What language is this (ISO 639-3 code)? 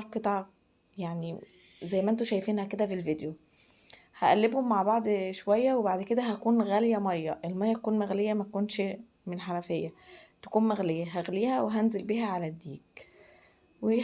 arz